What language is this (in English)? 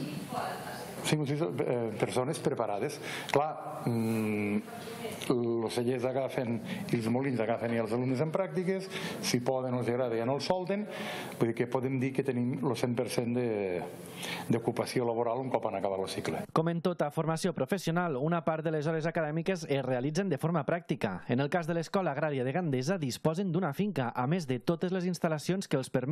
Catalan